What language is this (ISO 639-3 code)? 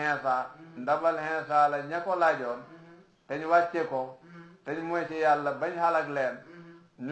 wol